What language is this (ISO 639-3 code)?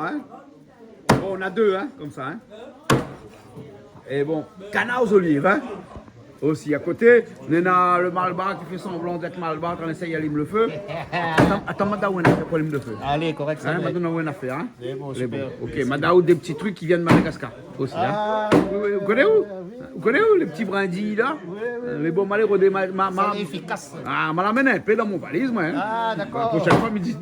rcf